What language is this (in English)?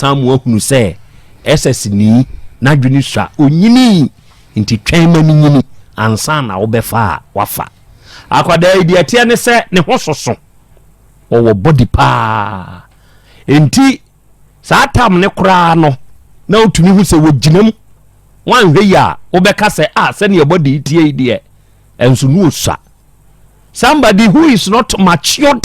Akan